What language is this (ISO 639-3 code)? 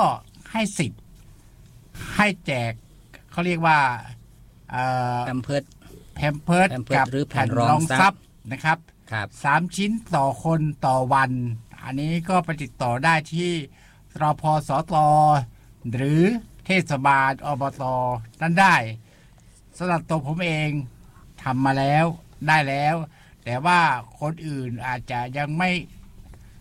tha